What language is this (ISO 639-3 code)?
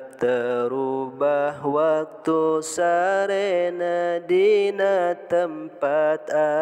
sun